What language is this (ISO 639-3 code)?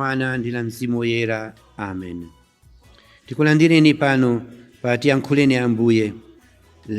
nya